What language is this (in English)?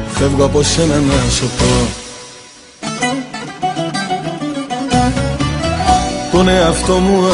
Greek